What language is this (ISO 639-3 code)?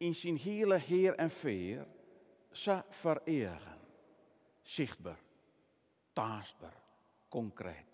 fry